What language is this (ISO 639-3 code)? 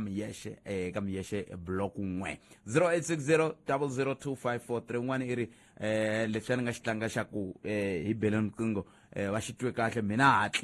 tso